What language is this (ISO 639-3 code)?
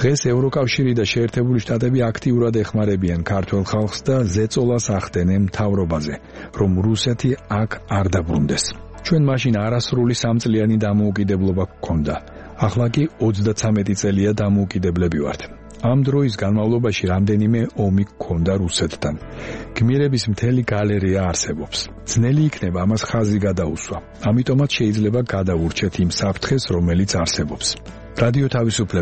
kat